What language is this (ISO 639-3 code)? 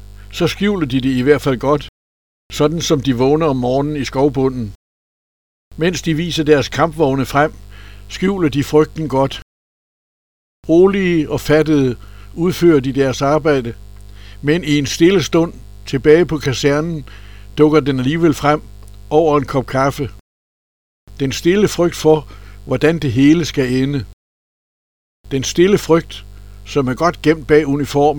dan